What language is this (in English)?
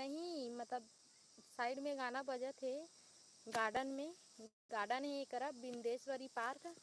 Chhattisgarhi